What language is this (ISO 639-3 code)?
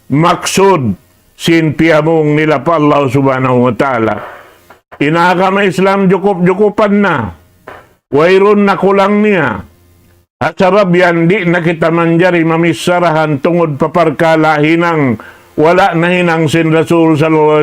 tsg